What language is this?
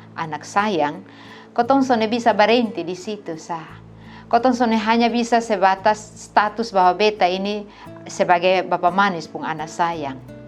Kupang Malay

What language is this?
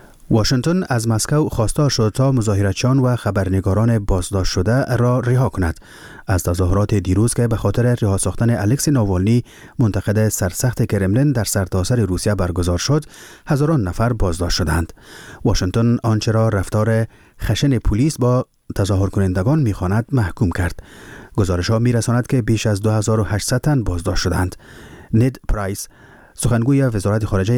Persian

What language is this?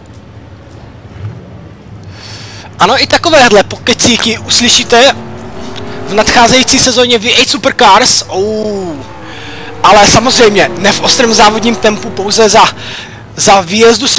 Czech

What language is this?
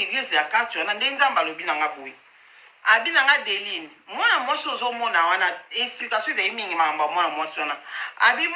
Lingala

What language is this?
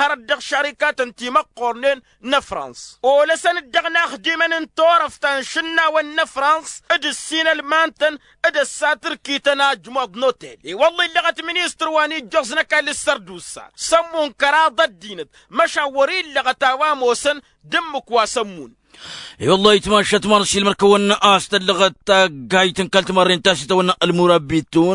Tamasheq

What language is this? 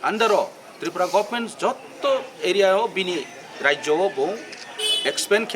Kok Borok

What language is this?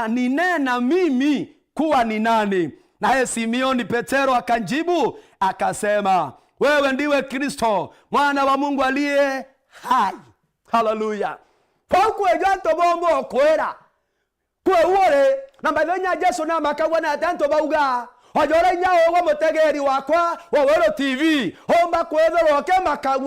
Meru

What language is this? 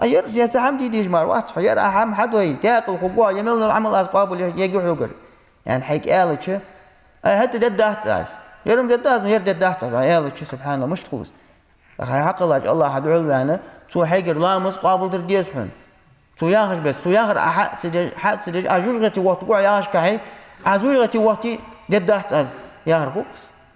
Ingush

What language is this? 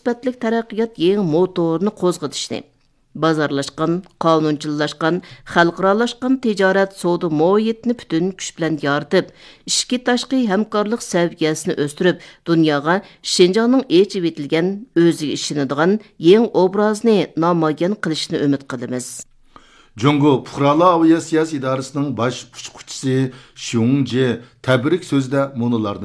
Uyghur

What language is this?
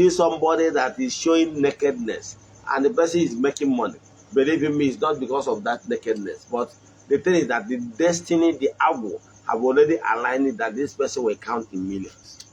Igbo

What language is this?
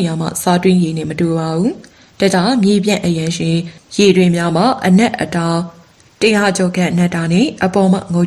Burmese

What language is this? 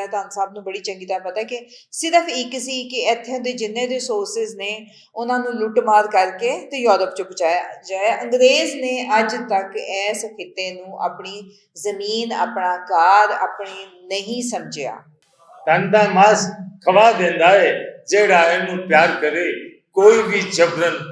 Western Panjabi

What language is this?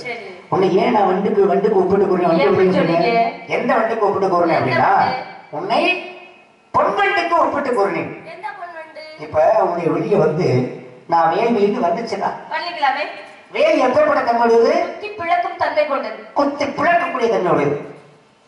Tamil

